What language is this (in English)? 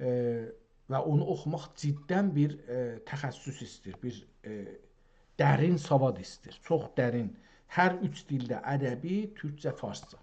South Azerbaijani